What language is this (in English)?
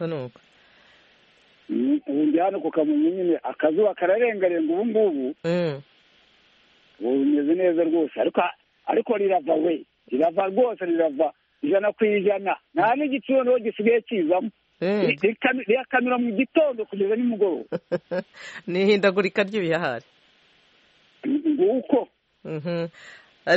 Kinyarwanda